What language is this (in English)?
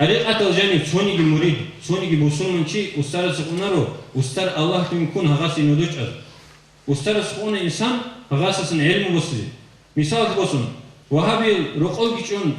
Avaric